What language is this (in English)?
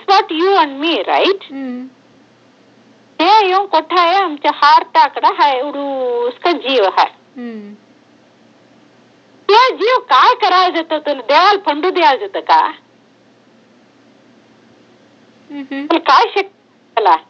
Marathi